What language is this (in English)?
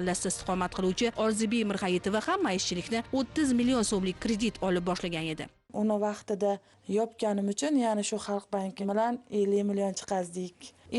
Uzbek